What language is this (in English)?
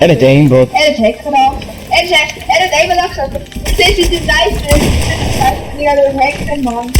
Swiss German